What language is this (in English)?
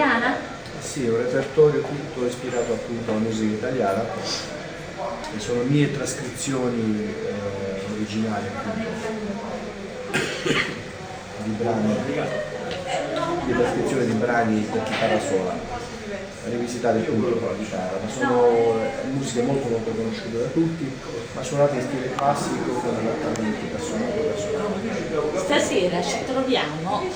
Italian